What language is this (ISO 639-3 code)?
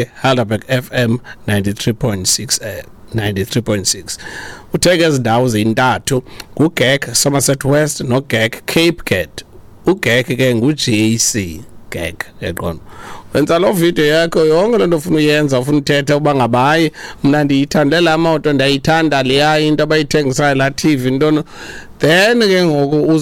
xho